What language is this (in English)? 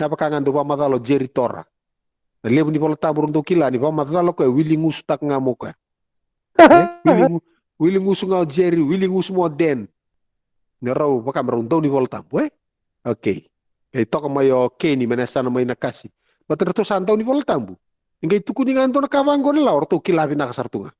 Fijian